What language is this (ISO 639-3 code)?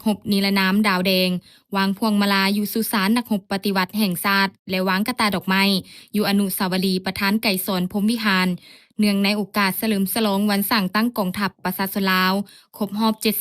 lao